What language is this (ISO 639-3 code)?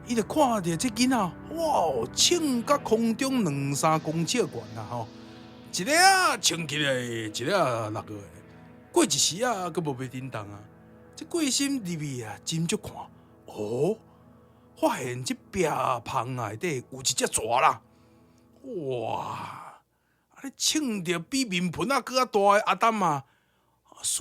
nan